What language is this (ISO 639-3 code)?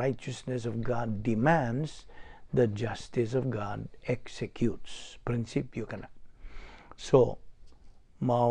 ceb